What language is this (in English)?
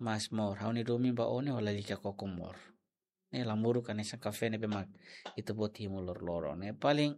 Tetum